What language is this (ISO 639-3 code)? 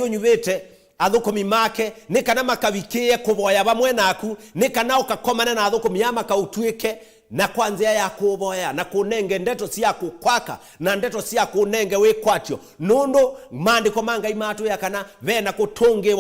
kam